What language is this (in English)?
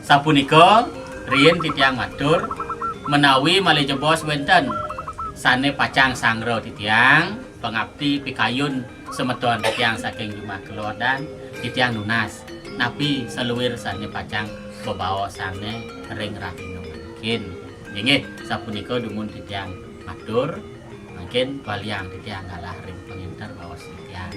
Balinese